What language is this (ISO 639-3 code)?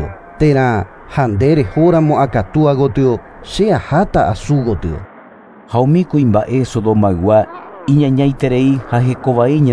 grn